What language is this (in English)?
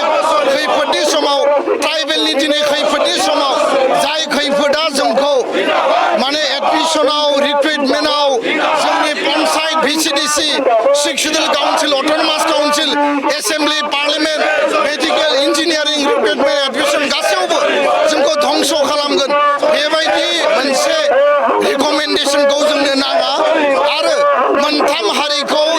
Bodo